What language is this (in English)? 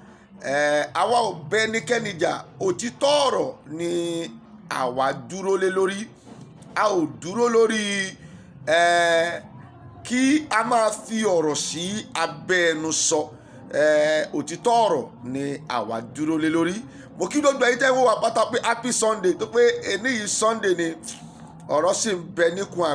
Yoruba